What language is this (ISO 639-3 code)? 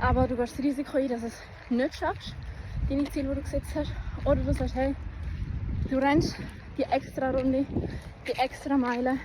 gsw